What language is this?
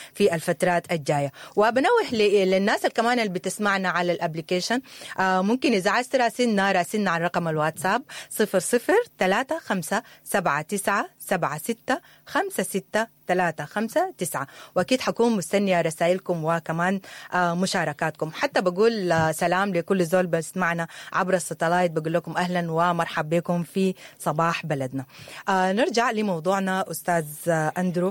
Sudanese Arabic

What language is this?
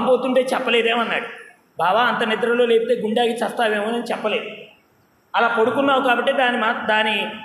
Telugu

